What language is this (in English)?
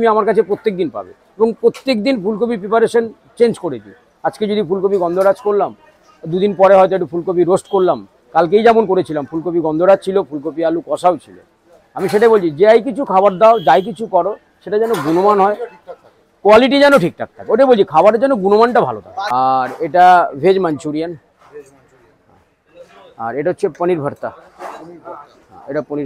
Bangla